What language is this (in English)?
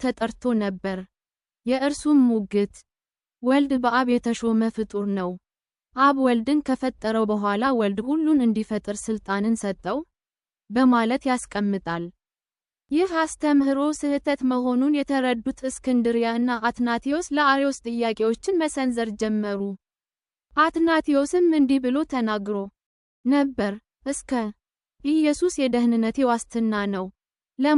Amharic